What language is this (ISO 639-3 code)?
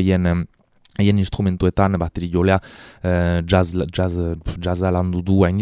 eus